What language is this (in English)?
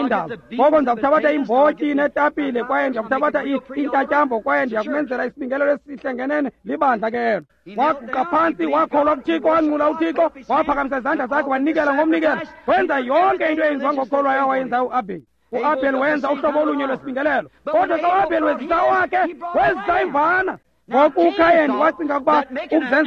Xhosa